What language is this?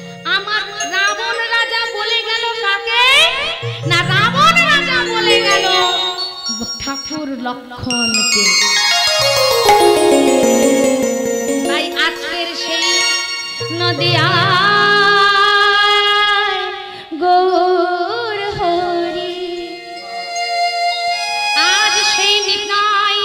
Bangla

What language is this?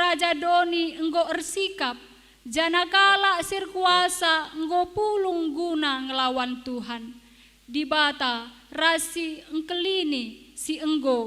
Batak Karo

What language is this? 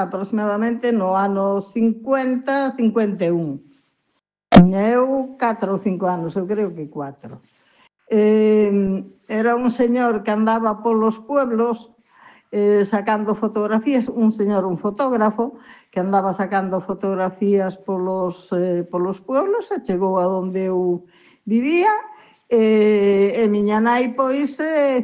Galician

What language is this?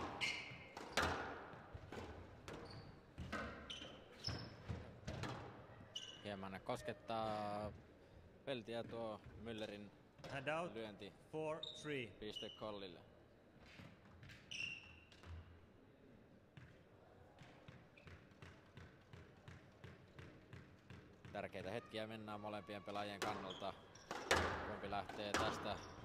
Finnish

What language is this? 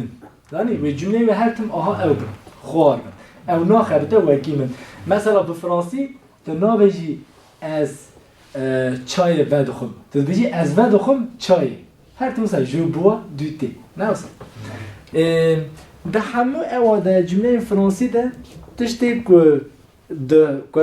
Kurdish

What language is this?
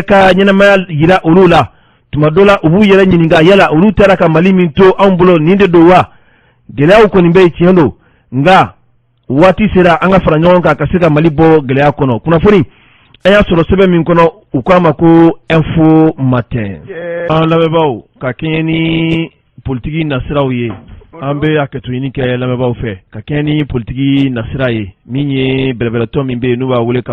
Bambara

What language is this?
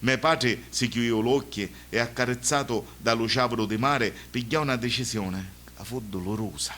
Sicilian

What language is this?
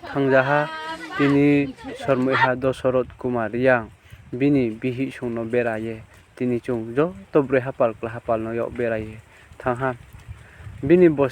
Riang (India)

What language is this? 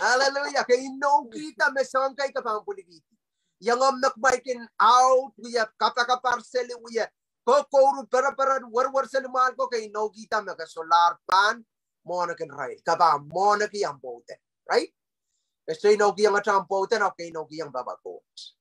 Pohnpeian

